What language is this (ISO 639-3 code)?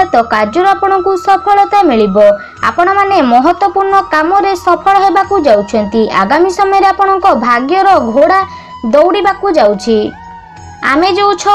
ori